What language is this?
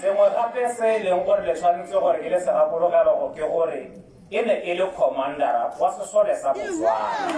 Tswana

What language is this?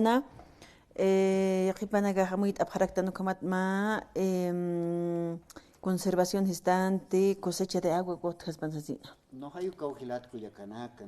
Aymara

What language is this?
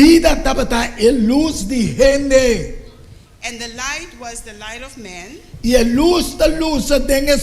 Papiamento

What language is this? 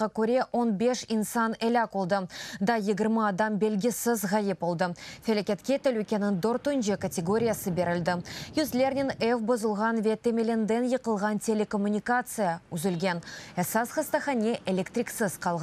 Crimean Tatar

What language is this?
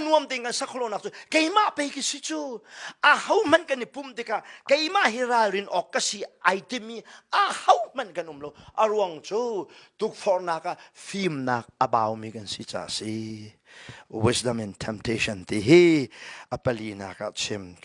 Hakha Chin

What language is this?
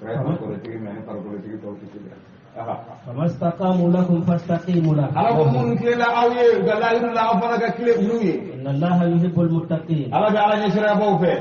Bambara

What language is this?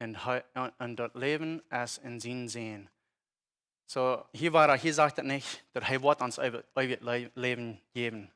Plautdietsch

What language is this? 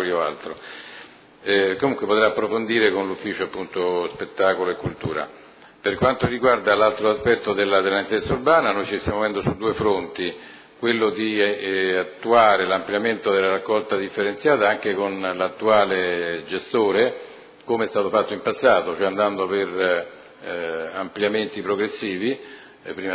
Italian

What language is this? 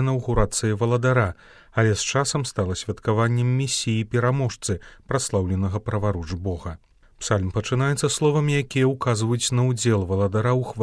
Belarusian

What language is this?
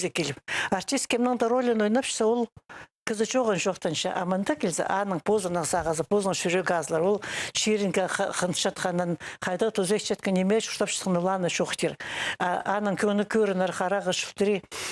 Khakas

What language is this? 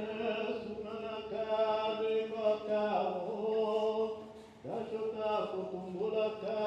Tetela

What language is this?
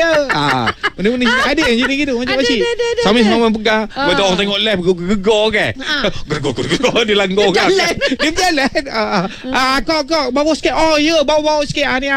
Malay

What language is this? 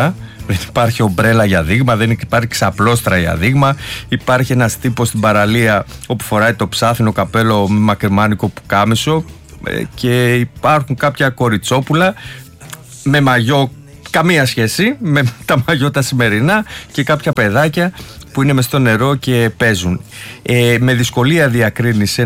Greek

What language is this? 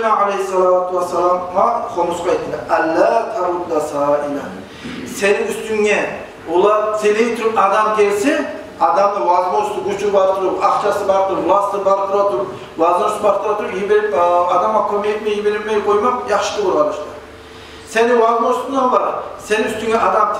Kumyk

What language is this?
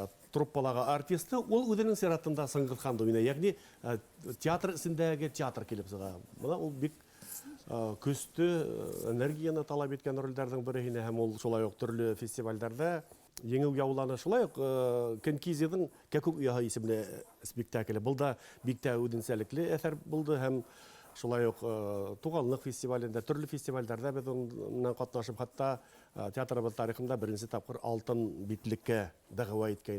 Bashkir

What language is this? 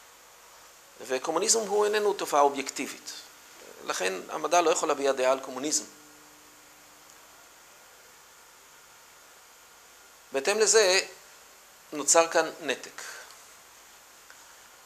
Hebrew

